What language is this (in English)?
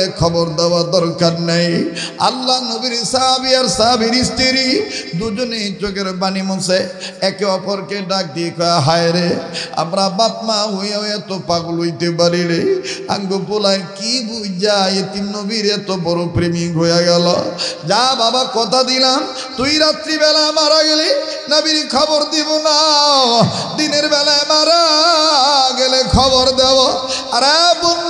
Bangla